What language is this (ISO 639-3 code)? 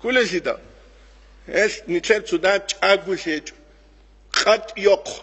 ava